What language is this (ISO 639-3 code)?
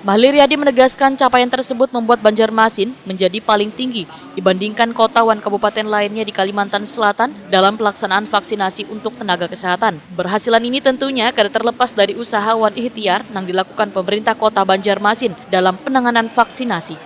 bjn